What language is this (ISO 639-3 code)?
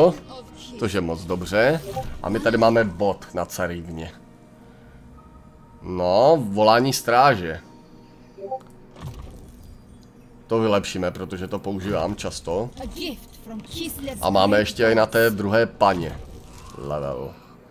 ces